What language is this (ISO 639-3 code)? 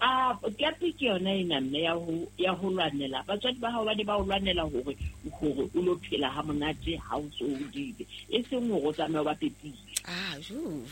sot